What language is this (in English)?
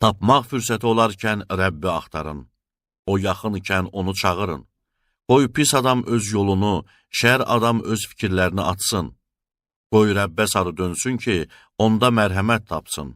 Azerbaijani